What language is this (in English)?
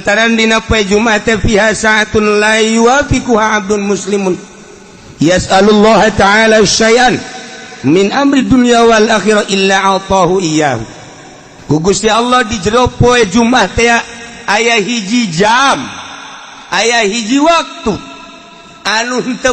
Sundanese